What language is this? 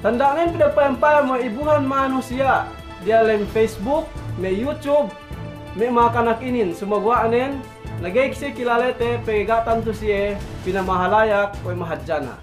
Yakan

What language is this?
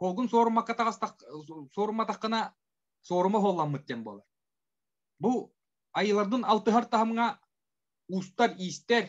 Yakut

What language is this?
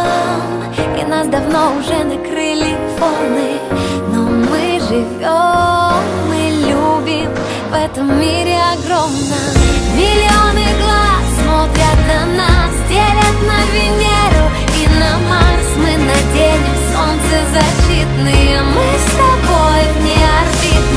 Russian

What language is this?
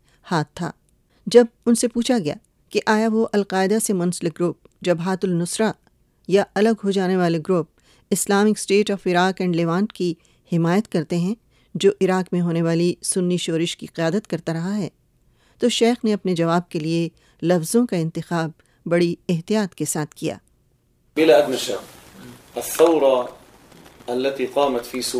Urdu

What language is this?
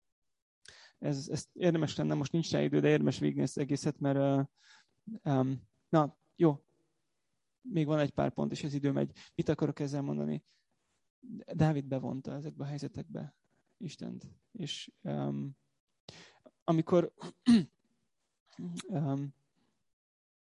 Hungarian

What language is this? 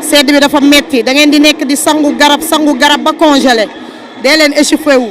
Wolof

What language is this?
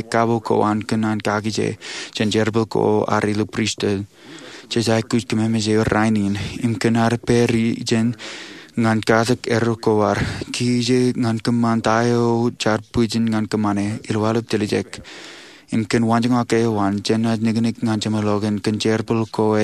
Marshallese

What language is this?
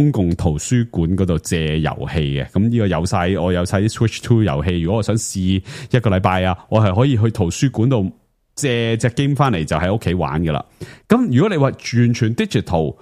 Cantonese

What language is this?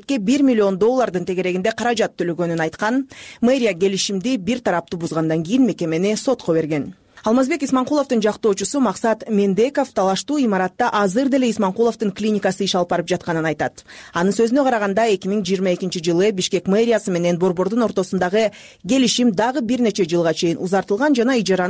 Kyrgyz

